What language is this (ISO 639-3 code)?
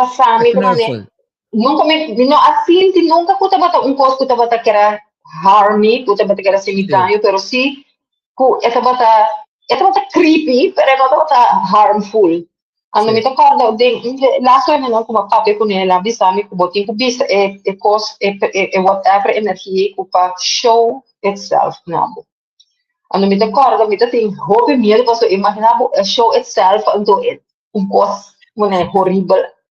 pap